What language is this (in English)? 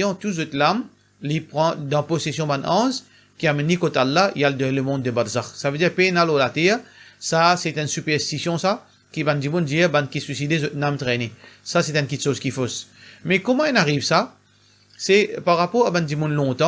Morisyen